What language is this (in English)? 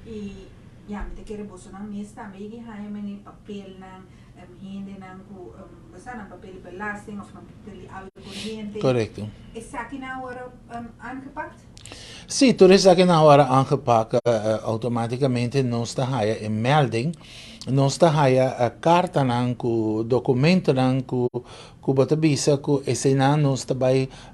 Papiamento